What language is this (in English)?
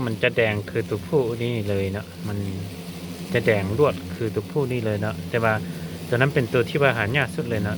Lao